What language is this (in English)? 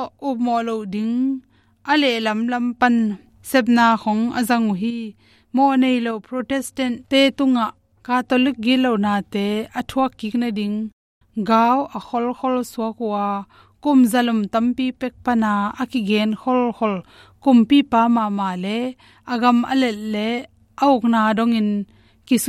Tedim Chin